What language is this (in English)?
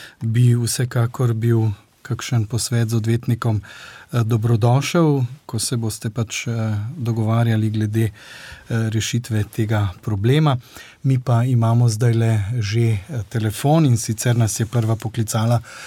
Slovenian